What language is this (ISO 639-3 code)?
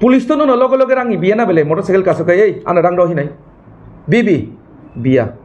trp